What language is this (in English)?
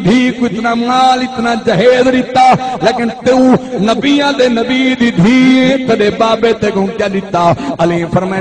Saraiki